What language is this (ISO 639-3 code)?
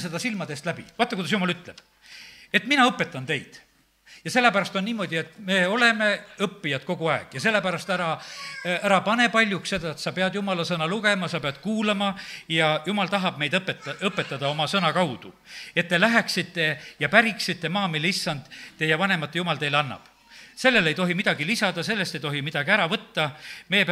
est